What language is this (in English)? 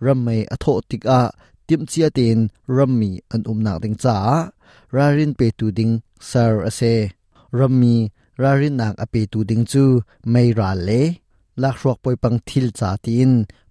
Hakha Chin